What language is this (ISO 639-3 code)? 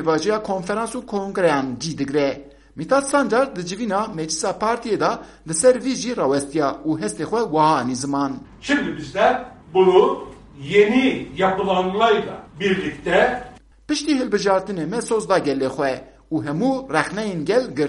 kur